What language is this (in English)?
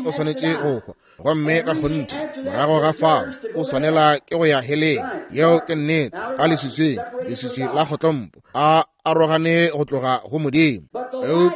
Northern Sotho